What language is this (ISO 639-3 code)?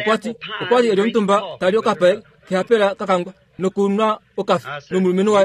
kua